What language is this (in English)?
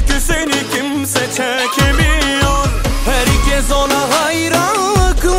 Turkish